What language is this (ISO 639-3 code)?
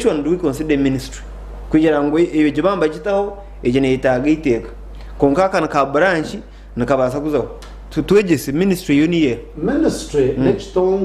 nyn